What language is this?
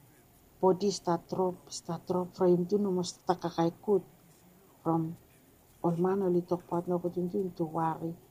Bislama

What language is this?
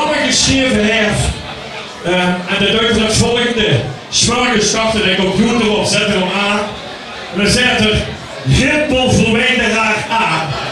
Limburgish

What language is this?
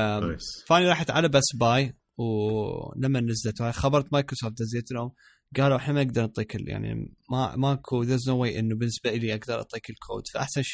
Mesopotamian Arabic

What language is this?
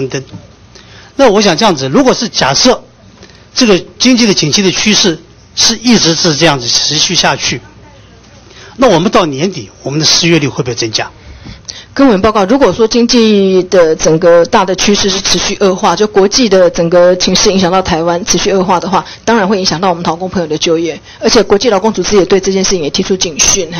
Chinese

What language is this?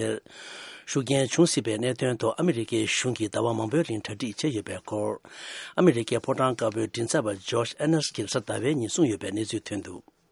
Tibetan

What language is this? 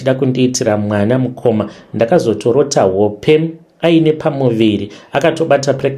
Shona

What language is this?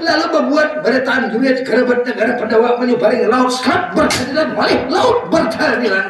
Banjar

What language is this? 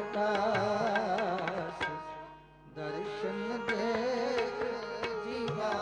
Punjabi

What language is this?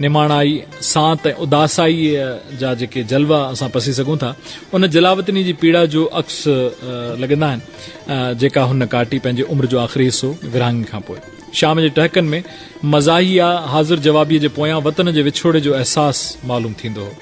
Sindhi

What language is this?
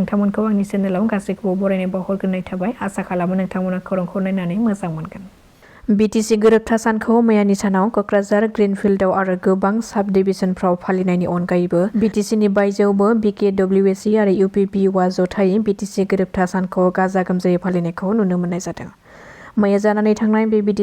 Bodo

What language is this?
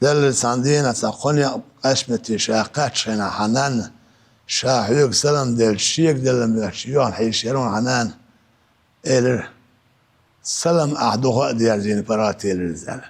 Chechen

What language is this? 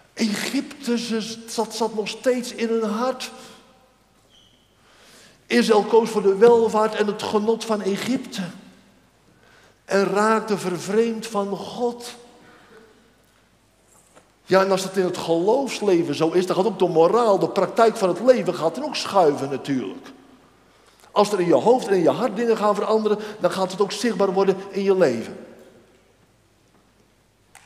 Dutch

